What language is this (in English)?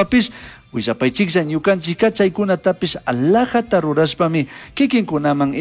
Chimborazo Highland Quichua